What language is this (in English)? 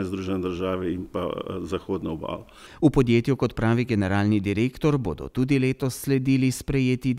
Slovenian